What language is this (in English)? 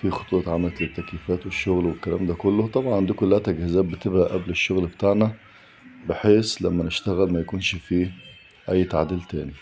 Egyptian Arabic